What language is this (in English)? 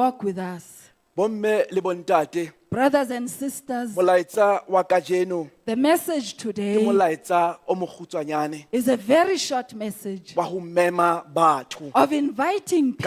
Southern Sotho